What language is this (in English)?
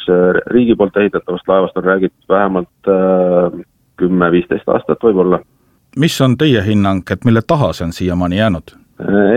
Estonian